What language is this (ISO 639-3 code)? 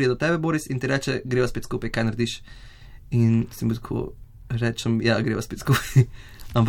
slv